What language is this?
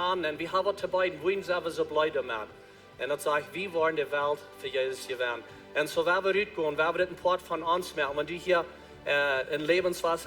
Plautdietsch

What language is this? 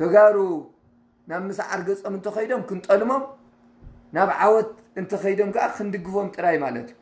Tigrinya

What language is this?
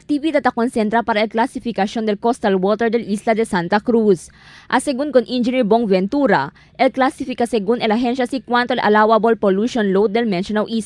Chavacano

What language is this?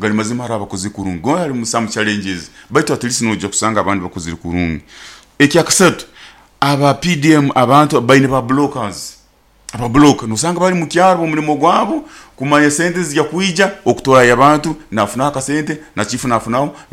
Nyoro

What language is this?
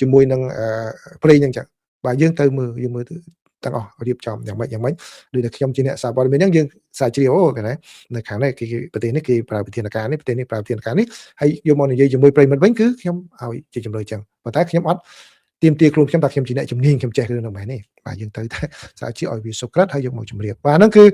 Khmer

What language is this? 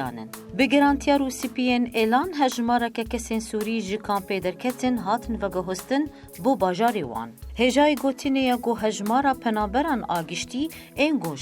Kurdish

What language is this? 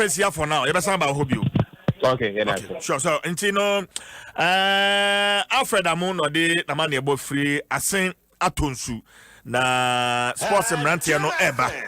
Akan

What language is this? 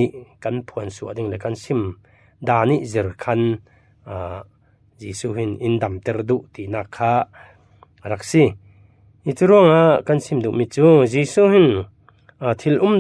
Falam Chin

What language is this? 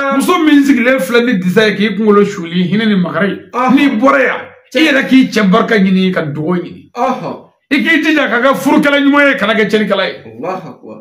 Bambara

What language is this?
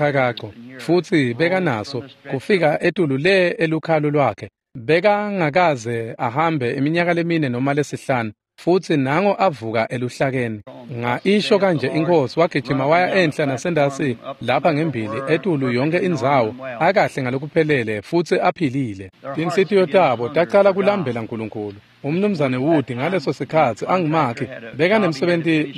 Swati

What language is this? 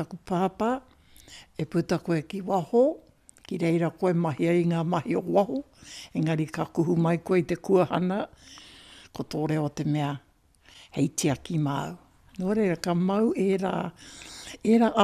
Māori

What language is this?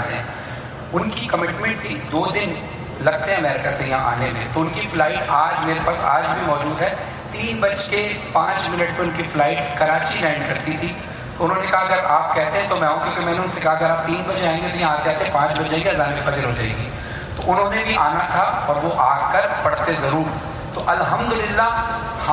Urdu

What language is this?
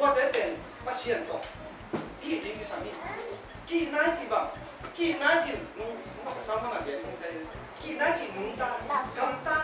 Tedim Chin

